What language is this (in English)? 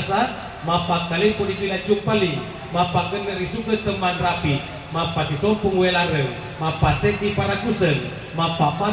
Buginese